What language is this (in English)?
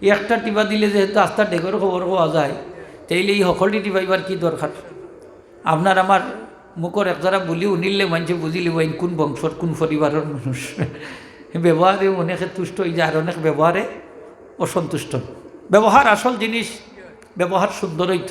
Sylheti